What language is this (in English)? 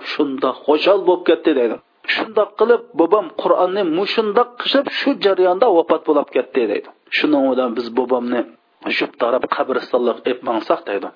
Uyghur